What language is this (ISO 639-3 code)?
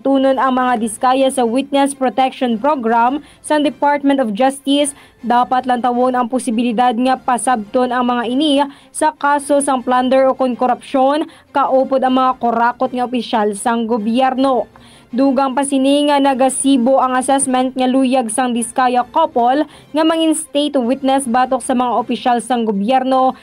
hil